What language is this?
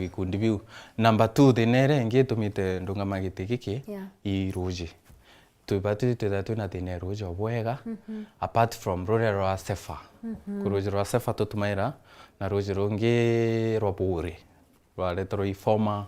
Meru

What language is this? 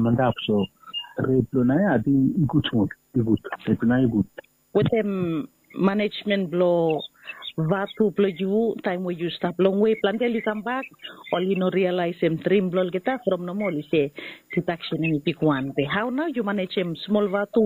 Bislama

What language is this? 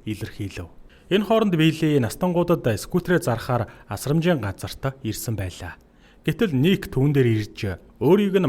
Mongolian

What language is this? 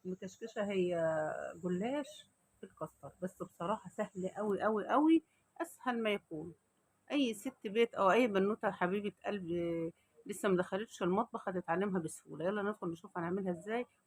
Egyptian Arabic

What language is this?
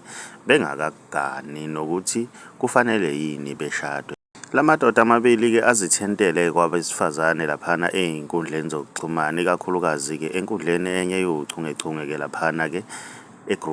Zulu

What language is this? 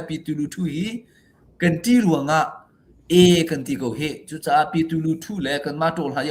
Hakha Chin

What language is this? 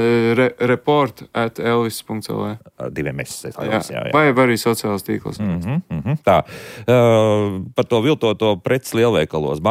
Latvian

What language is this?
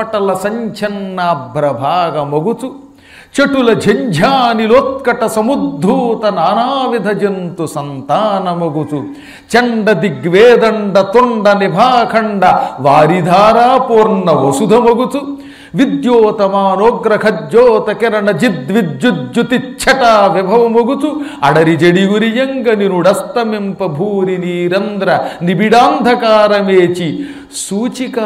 Telugu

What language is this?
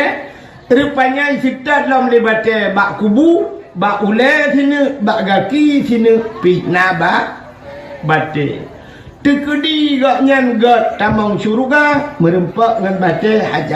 Achinese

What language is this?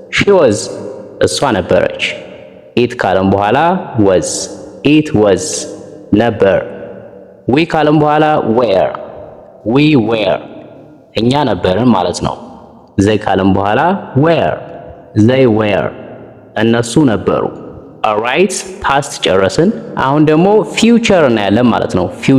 Amharic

